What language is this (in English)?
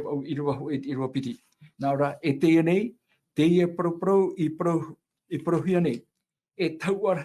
Tahitian